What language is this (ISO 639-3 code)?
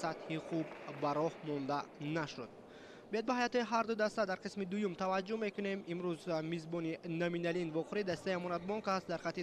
tgk